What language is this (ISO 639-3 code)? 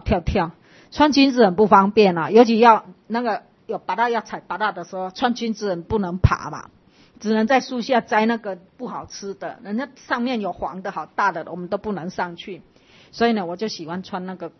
zho